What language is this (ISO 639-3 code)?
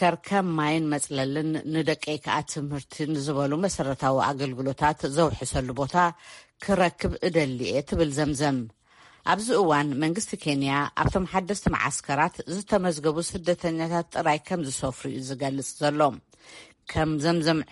tir